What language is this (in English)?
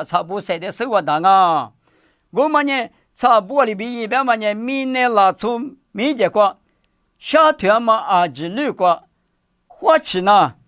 Lisu